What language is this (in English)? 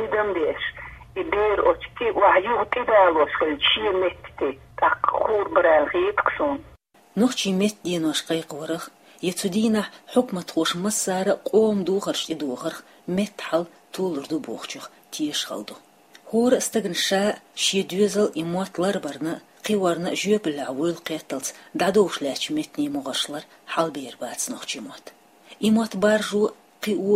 Chechen